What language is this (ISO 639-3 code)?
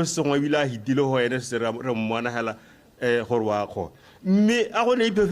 tsn